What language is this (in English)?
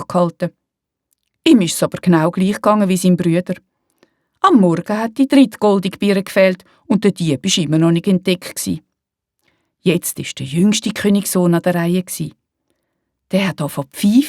Swiss German